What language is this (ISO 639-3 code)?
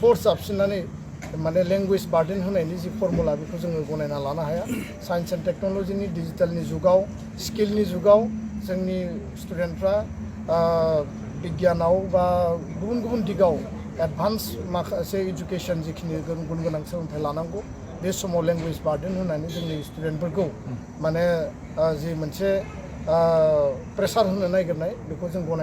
brx